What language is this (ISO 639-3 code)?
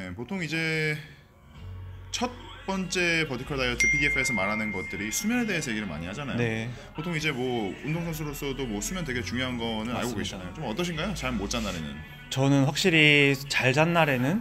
kor